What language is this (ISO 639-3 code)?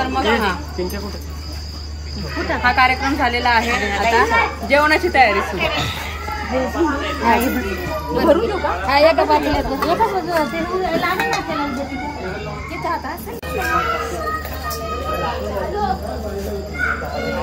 mar